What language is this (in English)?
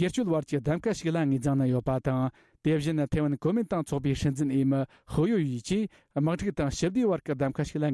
Tibetan